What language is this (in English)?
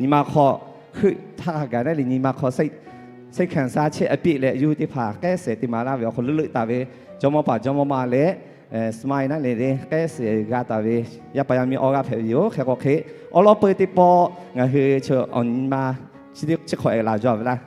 Lahu